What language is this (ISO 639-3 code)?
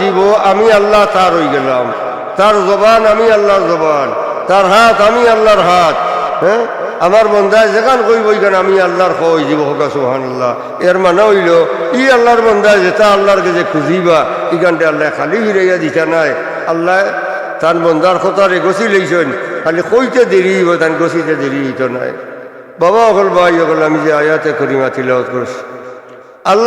syl